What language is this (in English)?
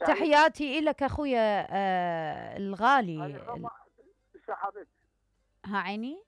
Mesopotamian Arabic